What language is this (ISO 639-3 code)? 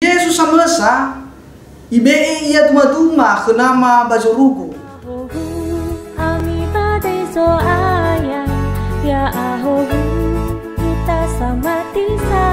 nia